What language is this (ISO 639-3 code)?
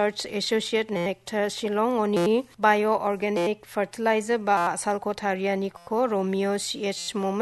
grt